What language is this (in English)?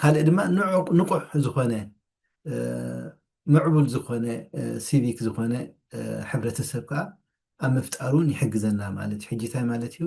Tigrinya